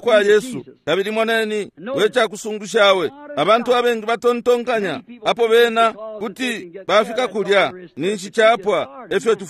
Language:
Bemba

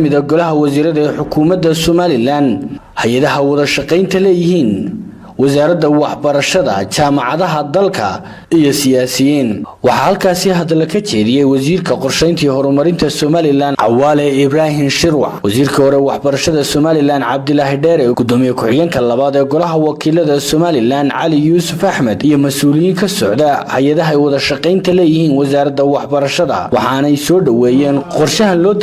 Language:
Somali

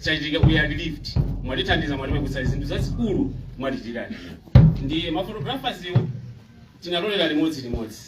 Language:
Nyanja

